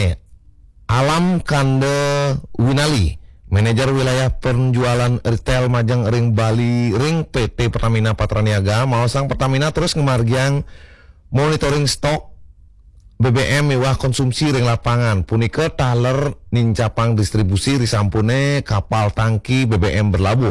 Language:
Balinese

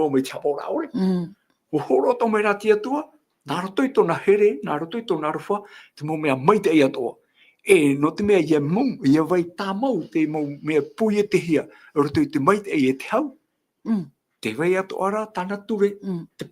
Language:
Tahitian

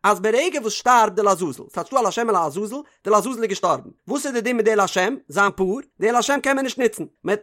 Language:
Yiddish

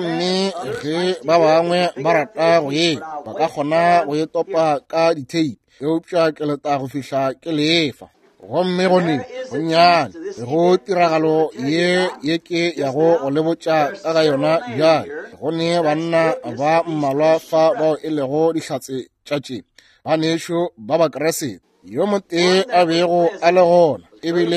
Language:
Northern Sotho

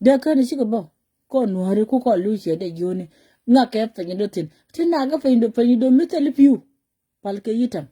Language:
Nuer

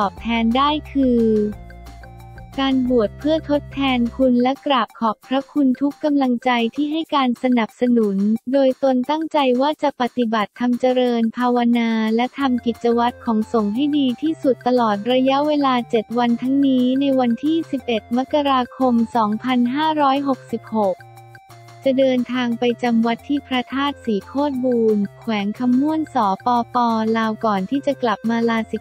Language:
Thai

